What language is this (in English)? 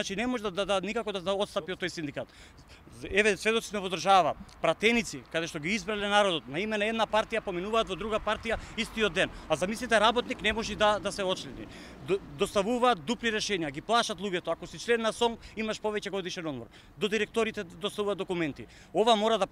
Macedonian